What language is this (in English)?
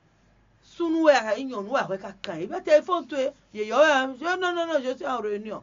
Fon